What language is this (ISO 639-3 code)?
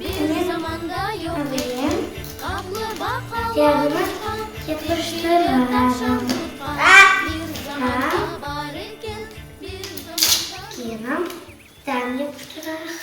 crh